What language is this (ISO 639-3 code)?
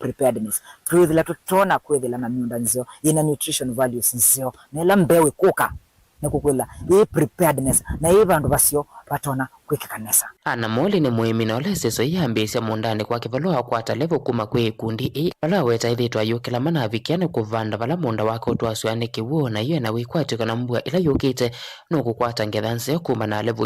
kam